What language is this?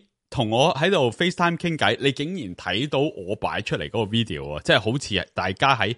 Cantonese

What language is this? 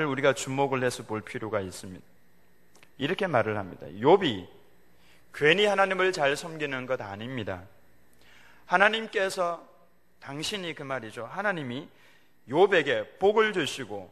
Korean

